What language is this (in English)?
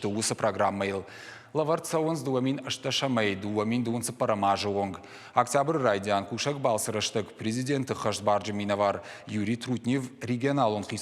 Ossetic